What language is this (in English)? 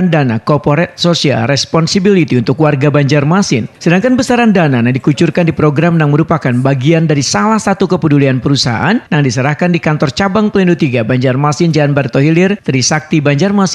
Banjar